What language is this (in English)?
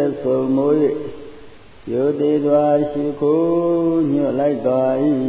Burmese